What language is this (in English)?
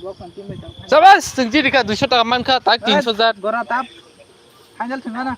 Kok Borok